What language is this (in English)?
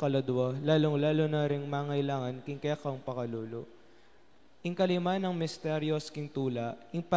Pampanga